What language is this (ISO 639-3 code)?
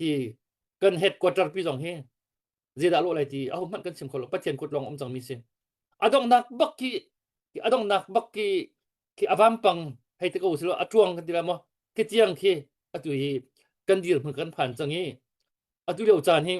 cnh